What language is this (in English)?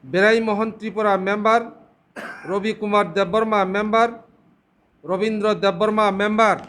Kok Borok